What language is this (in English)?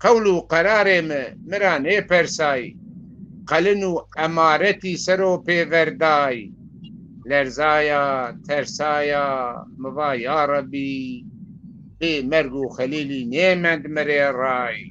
Zaza